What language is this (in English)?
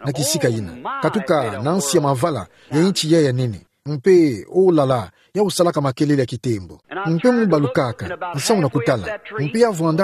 Kituba (Democratic Republic of Congo)